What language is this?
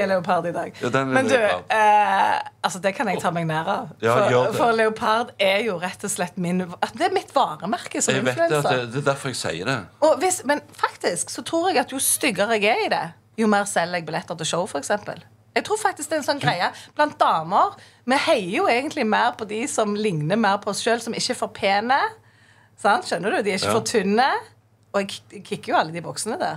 Norwegian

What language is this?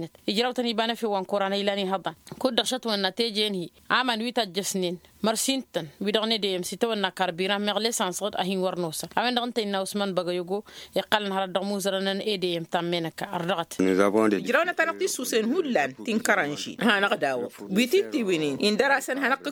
Tamasheq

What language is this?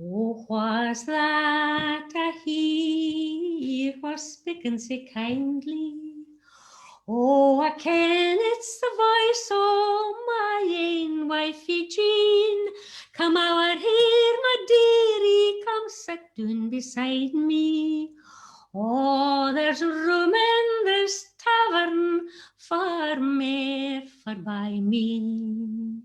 Scots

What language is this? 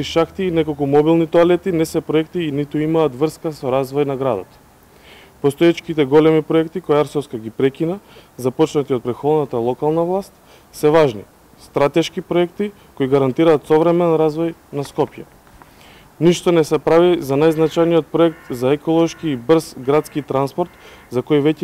Macedonian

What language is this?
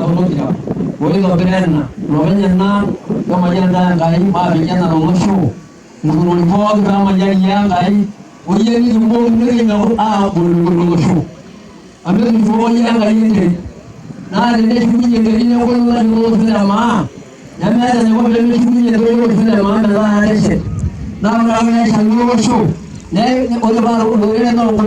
Masai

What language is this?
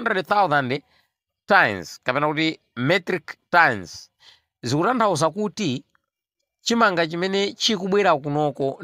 Nyanja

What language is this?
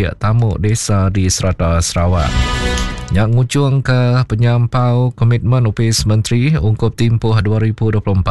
Iban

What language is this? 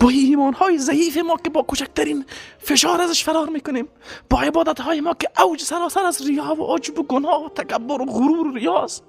Persian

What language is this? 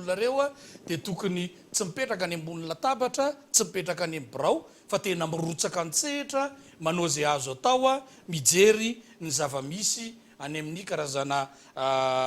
Malagasy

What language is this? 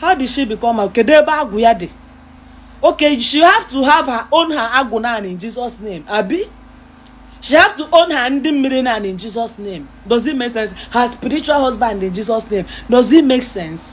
Igbo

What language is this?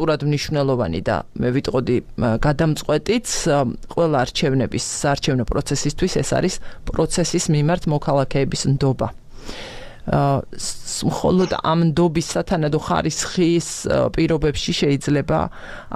Georgian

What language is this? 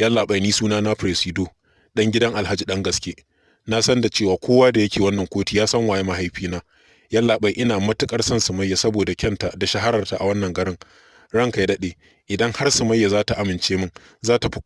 Hausa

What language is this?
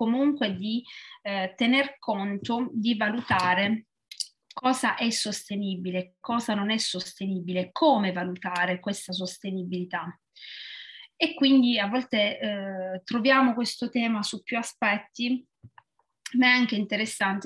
Italian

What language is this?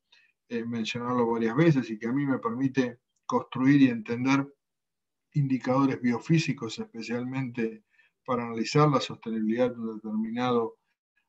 Spanish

